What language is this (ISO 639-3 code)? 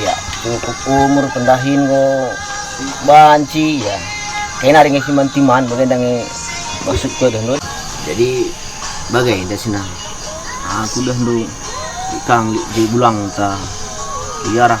btx